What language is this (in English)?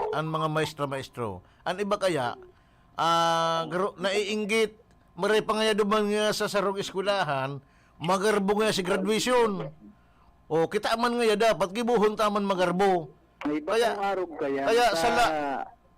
Bikol